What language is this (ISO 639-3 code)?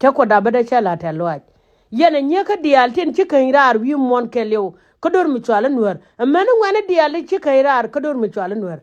nus